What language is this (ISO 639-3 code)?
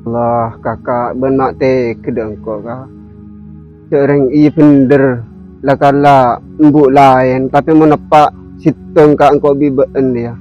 mad